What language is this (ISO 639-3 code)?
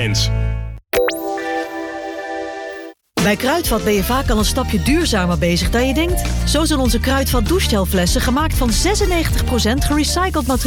nld